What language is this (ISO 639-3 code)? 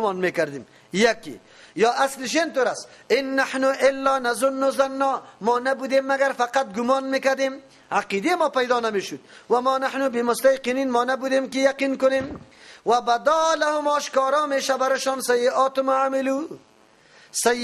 fas